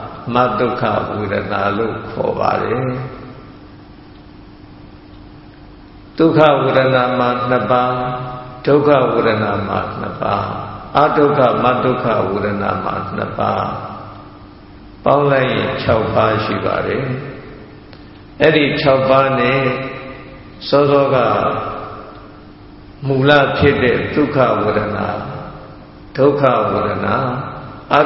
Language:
Burmese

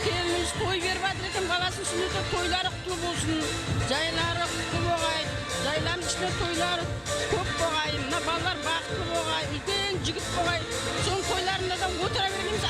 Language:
Kara-Kalpak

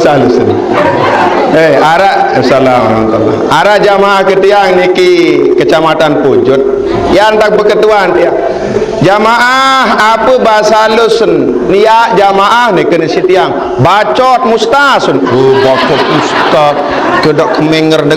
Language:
Sasak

